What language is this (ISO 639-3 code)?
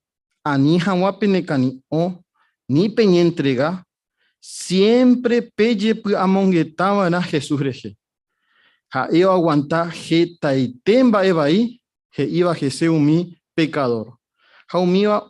grn